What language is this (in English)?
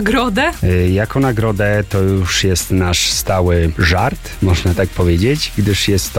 Polish